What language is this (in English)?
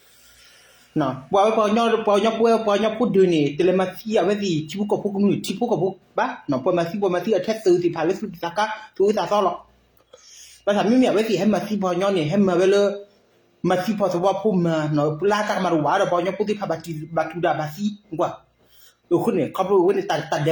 S'gaw Karen